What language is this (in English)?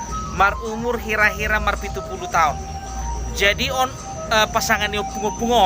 Batak Toba